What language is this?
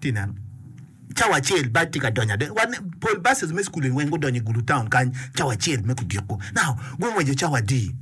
Acoli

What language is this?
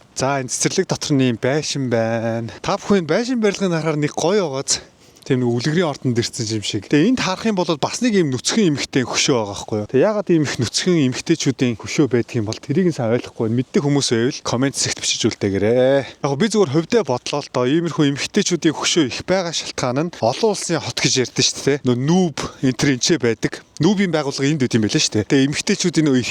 Mongolian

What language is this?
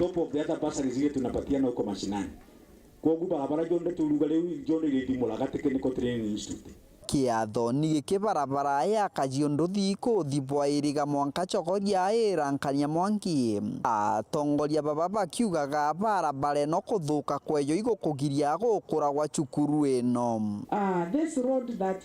Meru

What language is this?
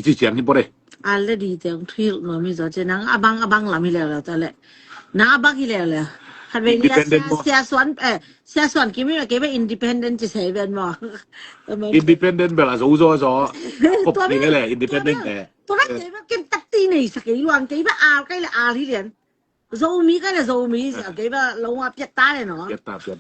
Tedim Chin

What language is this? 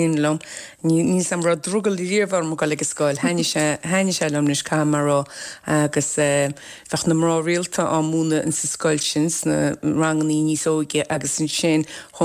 Irish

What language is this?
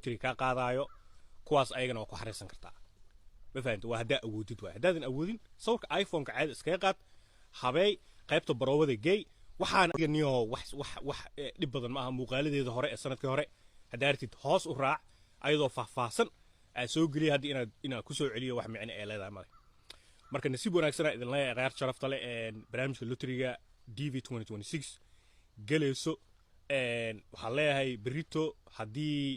Somali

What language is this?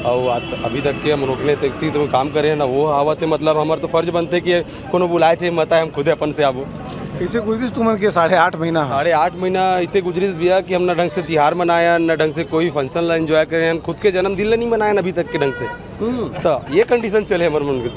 Chhattisgarhi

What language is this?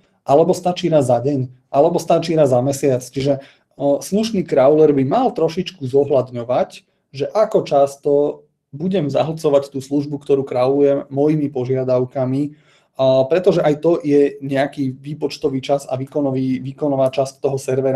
Slovak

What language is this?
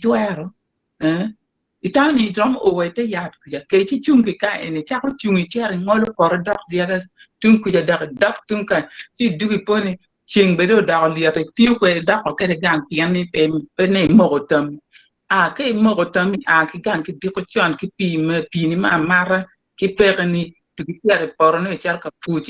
Acoli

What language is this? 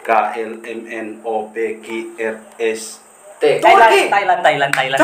Manado Malay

